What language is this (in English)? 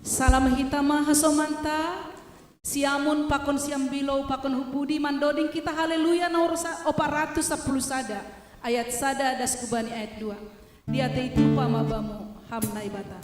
Batak Simalungun